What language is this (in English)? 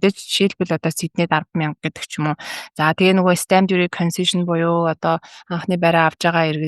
Mongolian